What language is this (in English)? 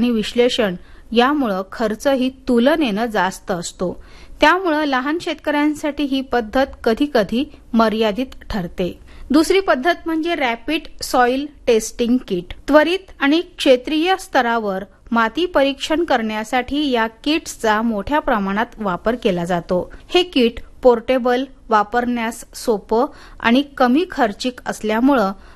Marathi